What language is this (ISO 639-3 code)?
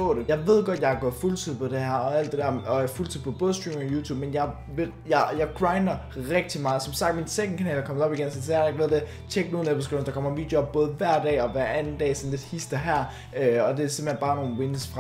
dan